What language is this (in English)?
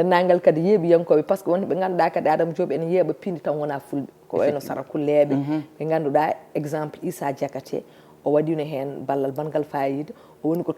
Fula